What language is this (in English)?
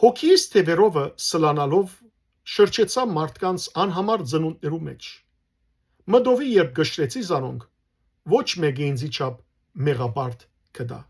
Western Armenian